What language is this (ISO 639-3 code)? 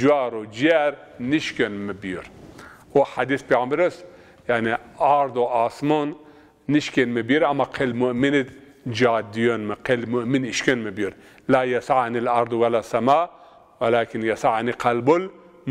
zza